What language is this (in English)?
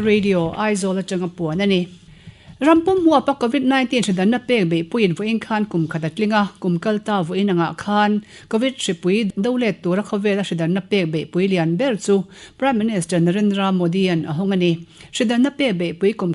Mizo